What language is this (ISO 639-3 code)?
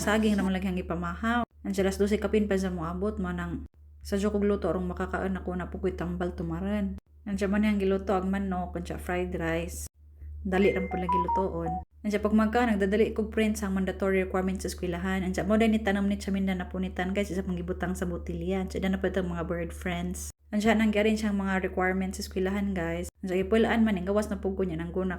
ceb